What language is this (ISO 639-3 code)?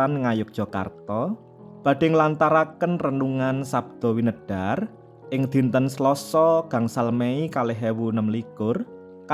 jav